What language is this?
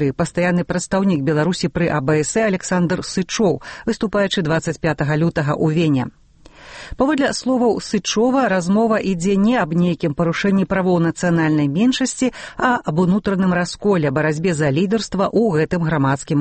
Belarusian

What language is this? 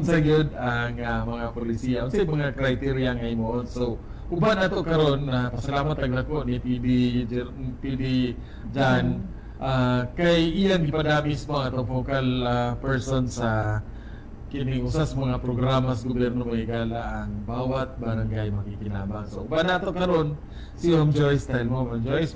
Cebuano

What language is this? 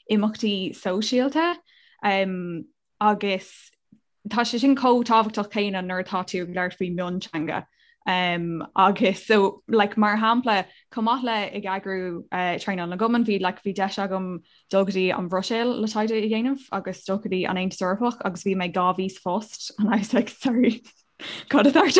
Irish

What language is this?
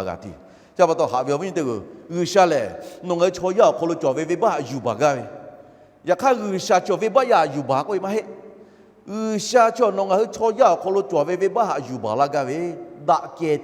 Lahu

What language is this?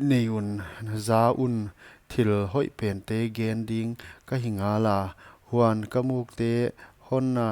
Paite Chin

